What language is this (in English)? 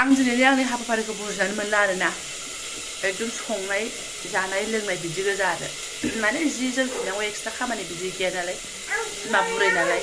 Bodo